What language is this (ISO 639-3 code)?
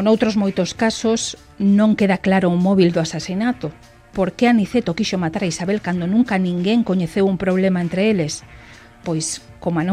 glg